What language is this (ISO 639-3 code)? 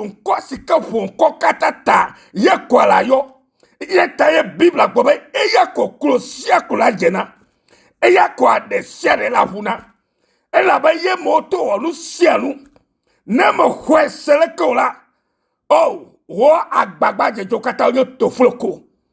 ewe